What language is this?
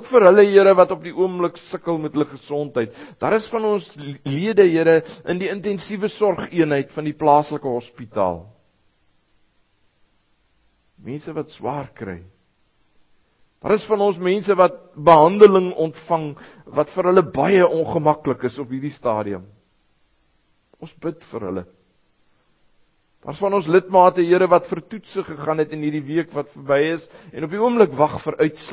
Afrikaans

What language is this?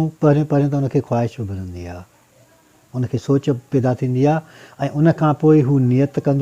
Sindhi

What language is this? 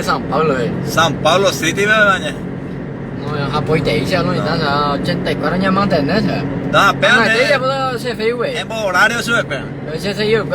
Guarani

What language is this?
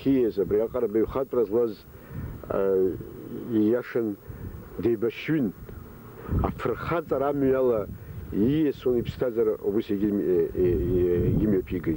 Abkhazian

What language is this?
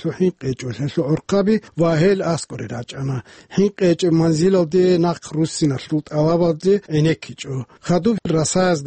Avaric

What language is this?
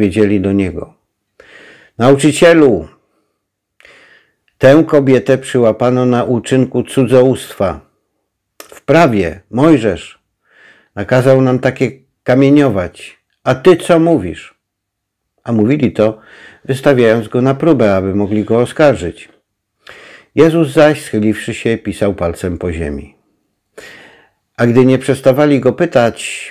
Polish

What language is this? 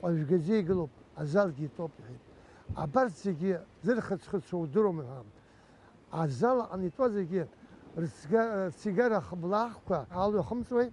Abkhazian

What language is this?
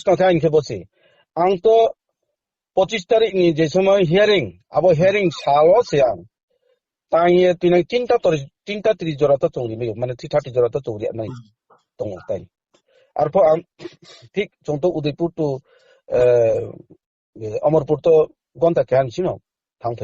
Riang (India)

